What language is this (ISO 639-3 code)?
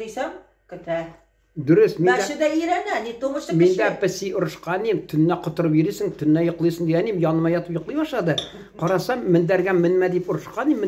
tat